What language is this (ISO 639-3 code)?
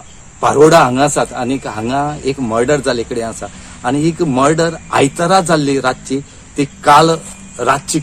kok